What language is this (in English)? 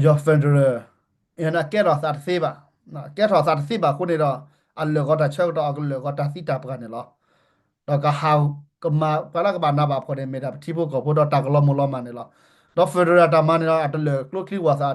S'gaw Karen